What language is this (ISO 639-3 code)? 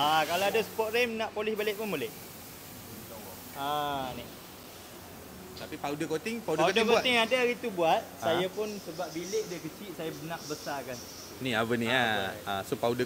msa